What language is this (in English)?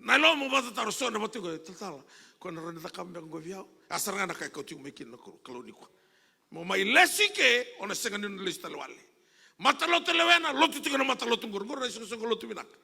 Fijian